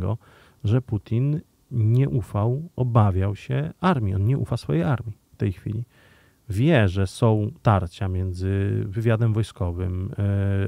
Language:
Polish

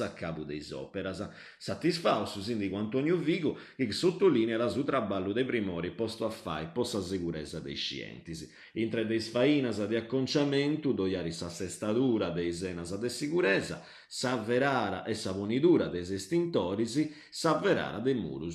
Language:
Sardinian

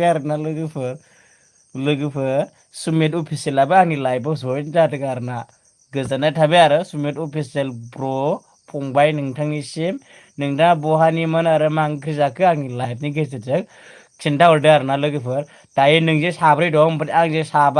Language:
Bodo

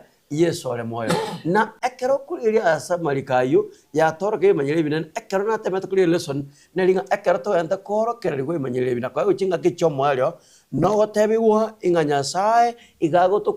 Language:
Gusii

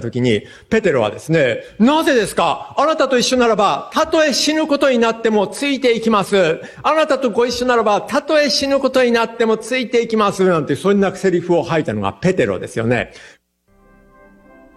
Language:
Japanese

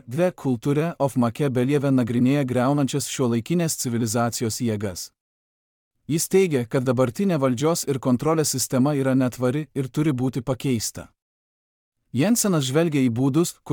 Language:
Lithuanian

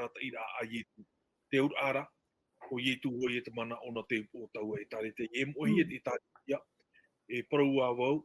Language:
Tahitian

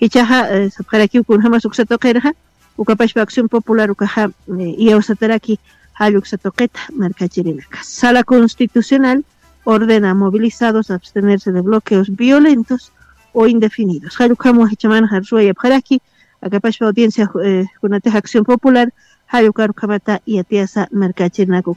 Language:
Aymara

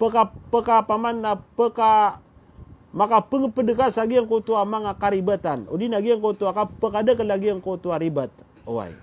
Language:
Maranao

